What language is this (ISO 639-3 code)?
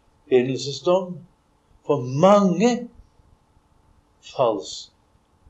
nor